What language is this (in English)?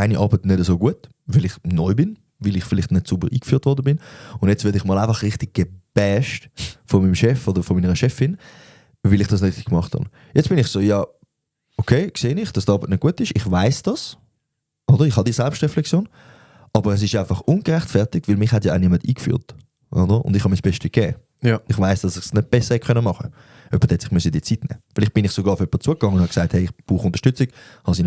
Swiss German